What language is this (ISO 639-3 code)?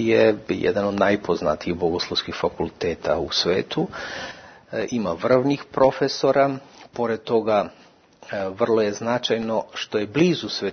srp